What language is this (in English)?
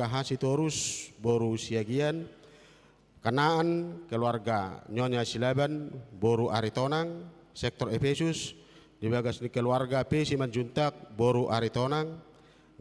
Batak Toba